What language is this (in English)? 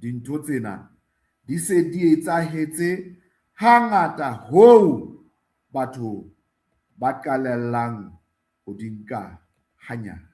Southern Sotho